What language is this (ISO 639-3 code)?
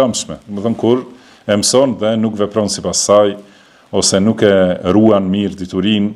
sqi